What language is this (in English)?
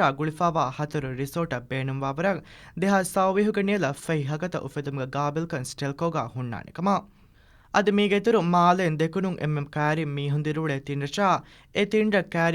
Divehi